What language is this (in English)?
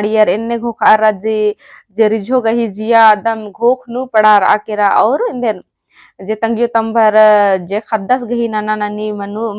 Kurukh